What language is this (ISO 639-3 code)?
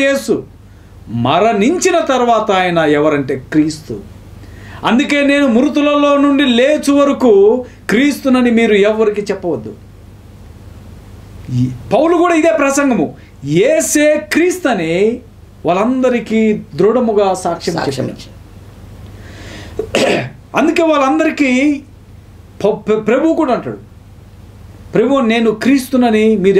tel